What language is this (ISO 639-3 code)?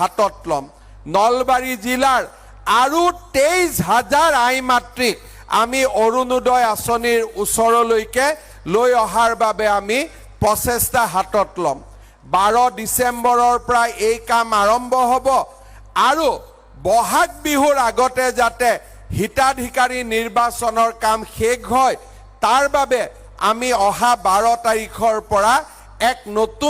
asm